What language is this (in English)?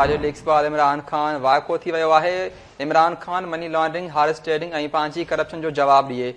Sindhi